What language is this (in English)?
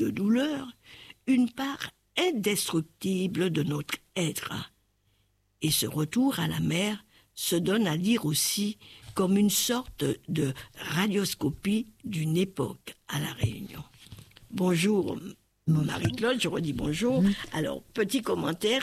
French